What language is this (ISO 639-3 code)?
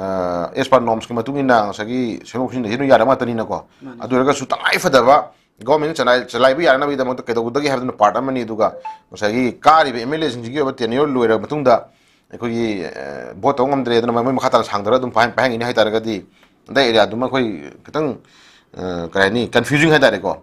mni